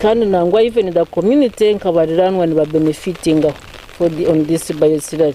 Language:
Nyankole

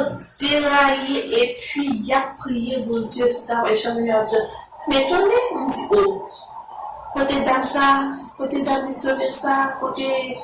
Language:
Haitian Creole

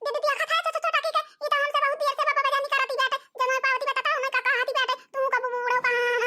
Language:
Awadhi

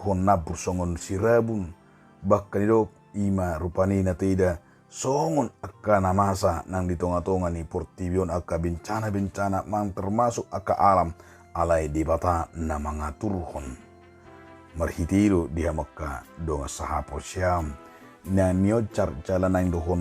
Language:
Batak Toba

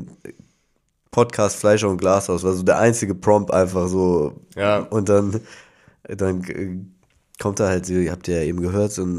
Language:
German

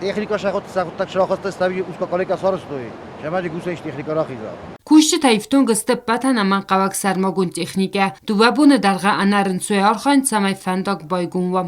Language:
Ossetic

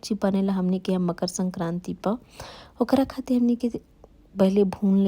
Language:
Bhojpuri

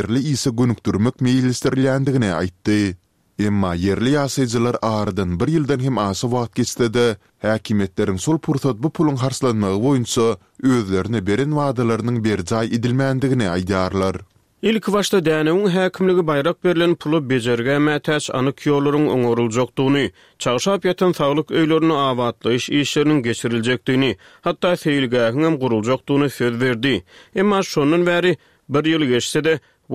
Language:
Turkmen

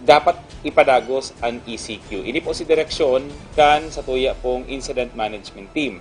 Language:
Bikol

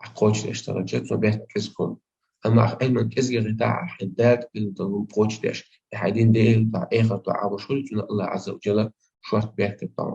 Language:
Chechen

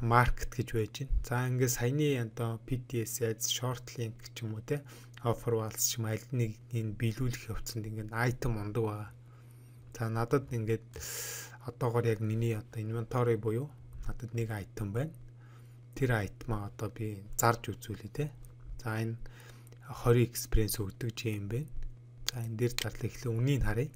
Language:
Mongolian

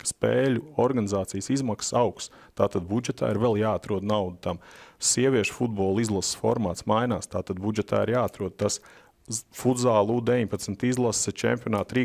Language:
Latvian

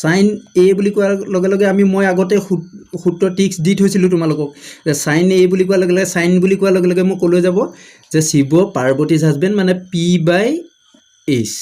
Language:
Assamese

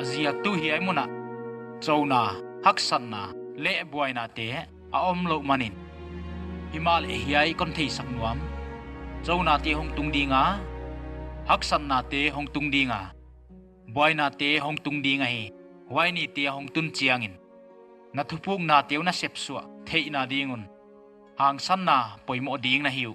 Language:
Paite Chin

